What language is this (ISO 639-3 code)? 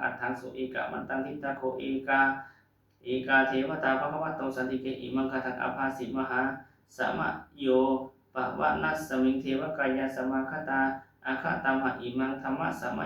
pli